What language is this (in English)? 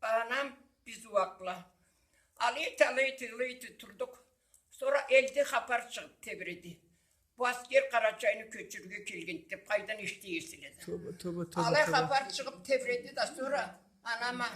Karachay-Balkar